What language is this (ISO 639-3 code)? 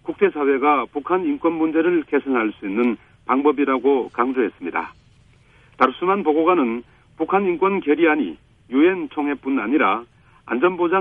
kor